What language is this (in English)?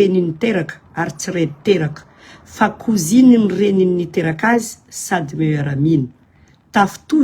Malagasy